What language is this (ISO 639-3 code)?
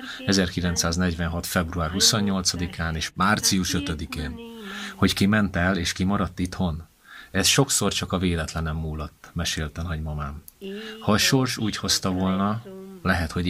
hun